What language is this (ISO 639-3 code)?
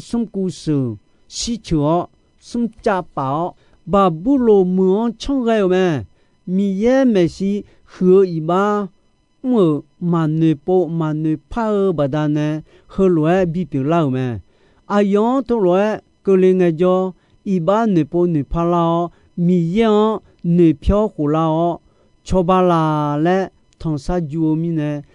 ahk